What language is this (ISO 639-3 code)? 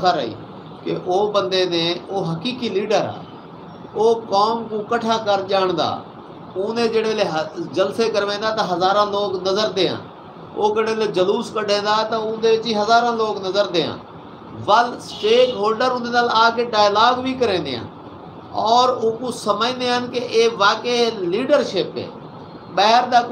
skr